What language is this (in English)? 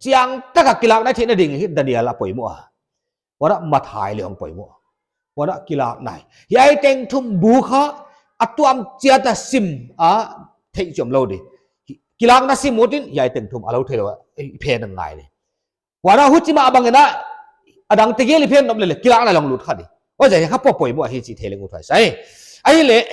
Paite Chin